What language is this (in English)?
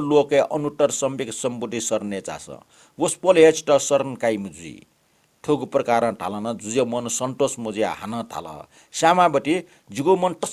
Newari